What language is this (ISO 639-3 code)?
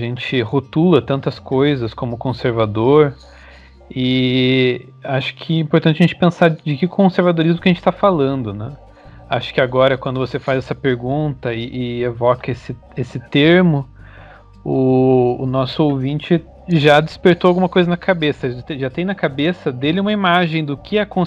por